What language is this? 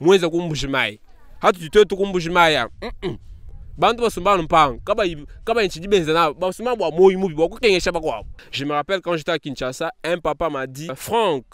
Luba-Lulua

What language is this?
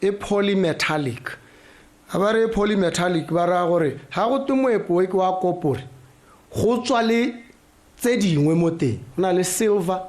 Tswana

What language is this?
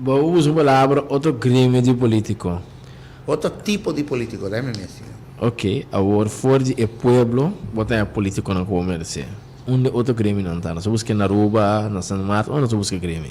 Papiamento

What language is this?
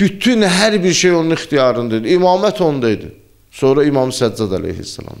Azerbaijani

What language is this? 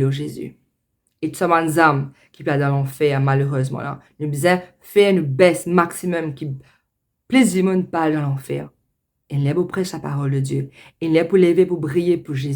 Morisyen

